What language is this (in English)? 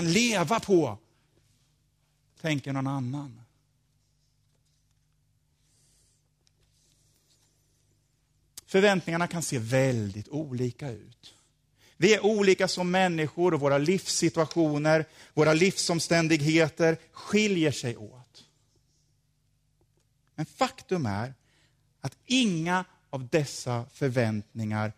Swedish